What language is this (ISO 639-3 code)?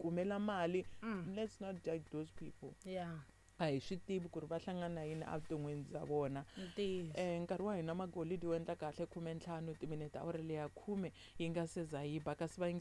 tso